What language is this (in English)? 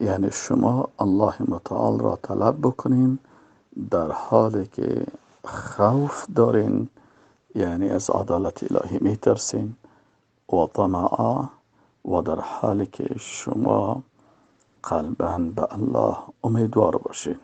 Persian